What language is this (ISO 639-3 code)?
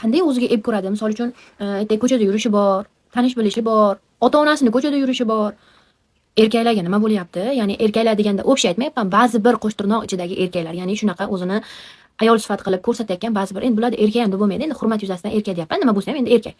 uzb